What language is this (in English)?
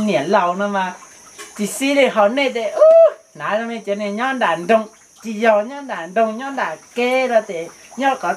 Hmong